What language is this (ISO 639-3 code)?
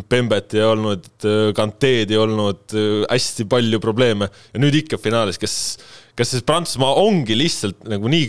est